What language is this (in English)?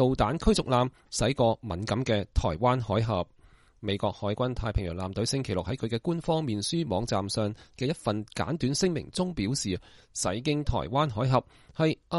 Cantonese